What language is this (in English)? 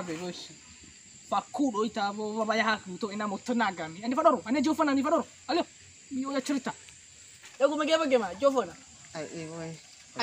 Nias